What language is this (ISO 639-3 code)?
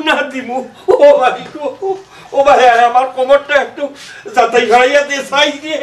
syl